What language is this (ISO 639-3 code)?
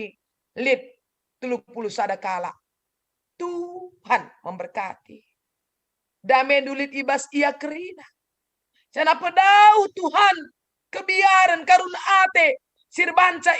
btx